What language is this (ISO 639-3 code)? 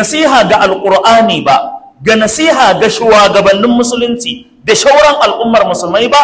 hau